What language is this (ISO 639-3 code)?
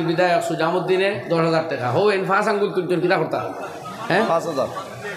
syl